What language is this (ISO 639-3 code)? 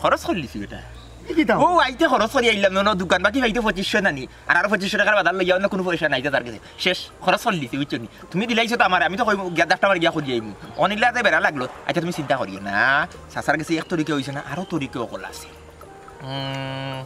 syl